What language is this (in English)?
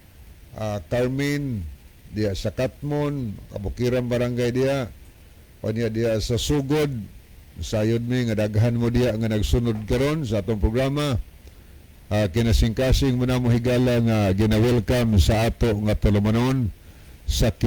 Cebuano